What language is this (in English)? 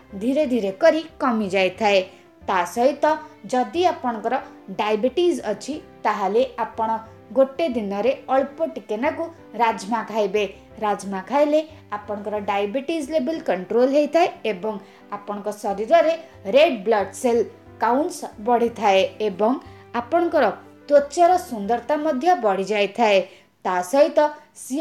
Odia